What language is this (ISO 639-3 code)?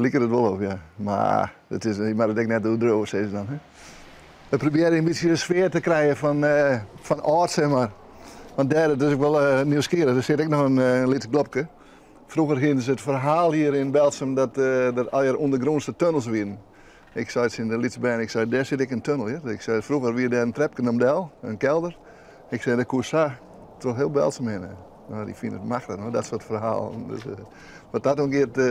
fry